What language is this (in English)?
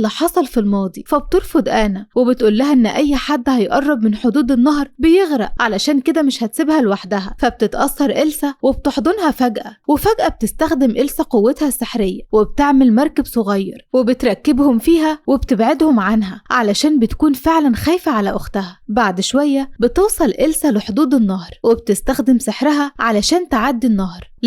Egyptian Arabic